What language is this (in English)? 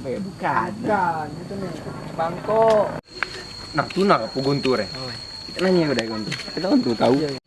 Musi